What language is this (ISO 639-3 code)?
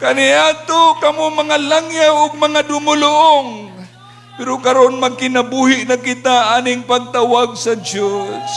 ceb